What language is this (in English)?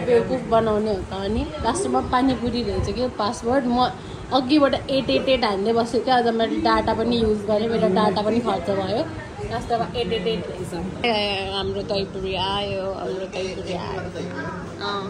Nepali